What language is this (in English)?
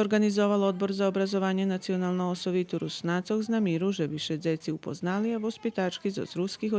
Rusyn